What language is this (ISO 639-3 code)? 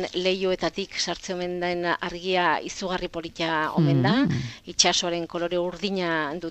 eus